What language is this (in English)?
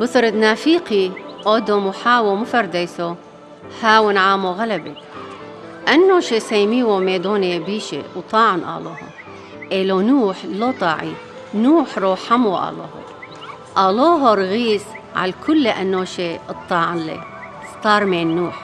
Turoyo